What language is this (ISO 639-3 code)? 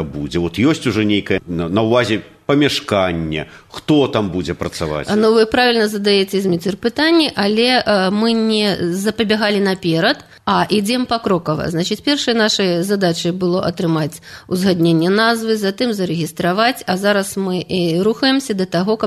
bel